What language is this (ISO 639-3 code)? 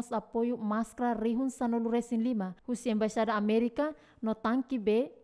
tet